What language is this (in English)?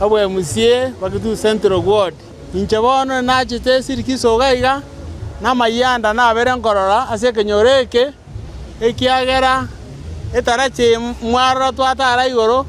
Gusii